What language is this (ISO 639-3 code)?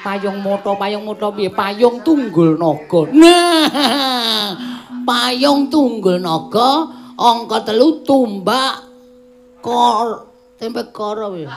jav